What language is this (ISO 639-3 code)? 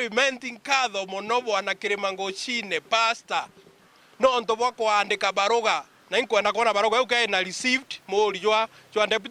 mer